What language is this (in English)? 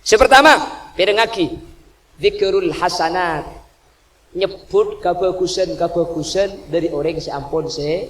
Madurese